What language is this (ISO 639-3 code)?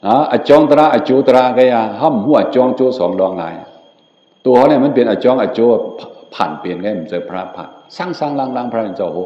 shn